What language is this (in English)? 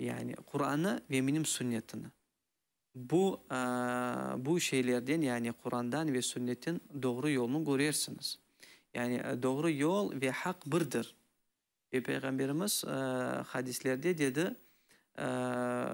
Crimean Tatar